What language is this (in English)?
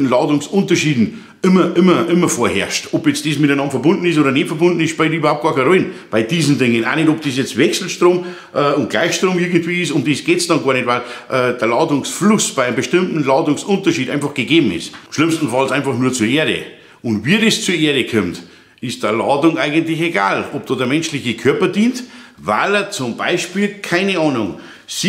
German